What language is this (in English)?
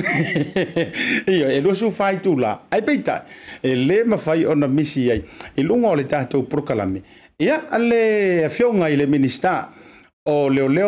Samoan